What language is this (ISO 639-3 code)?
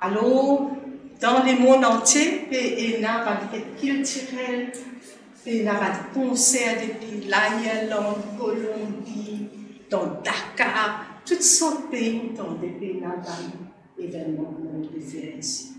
mfe